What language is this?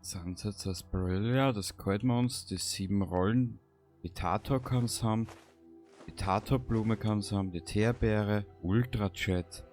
Bavarian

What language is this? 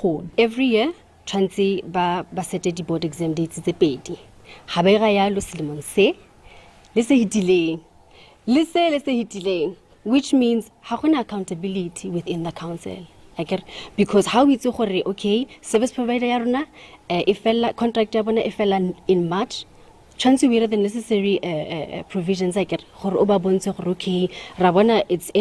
Tswana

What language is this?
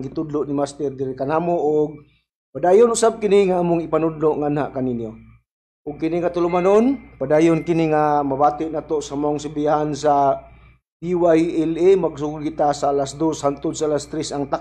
Cebuano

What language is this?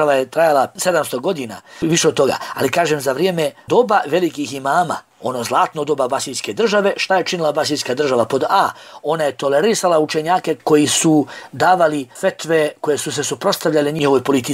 Bosnian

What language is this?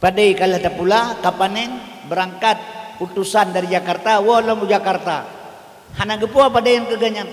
Achinese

